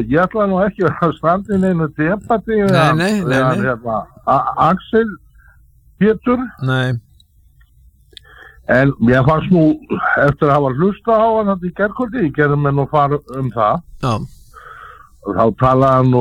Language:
Icelandic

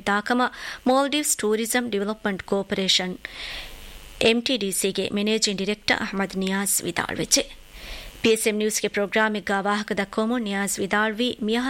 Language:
Divehi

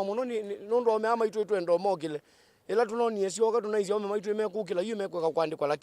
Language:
Kamba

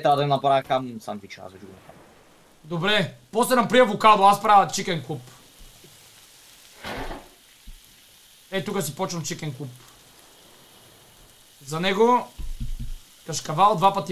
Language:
Bulgarian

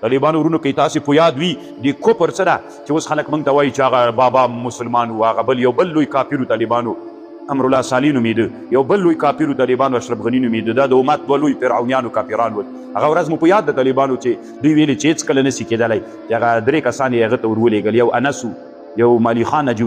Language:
Pashto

